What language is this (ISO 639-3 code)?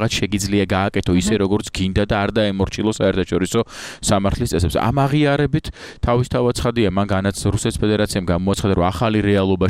kat